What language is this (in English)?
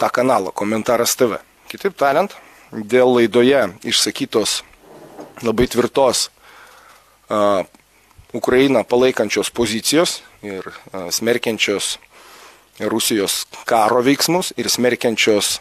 Lithuanian